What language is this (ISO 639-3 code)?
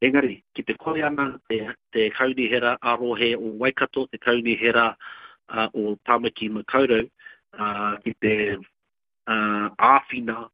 mri